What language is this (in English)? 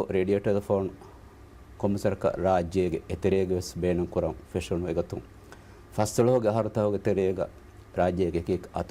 Divehi